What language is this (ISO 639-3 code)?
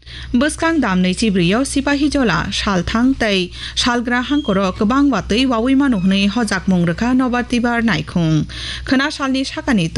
trp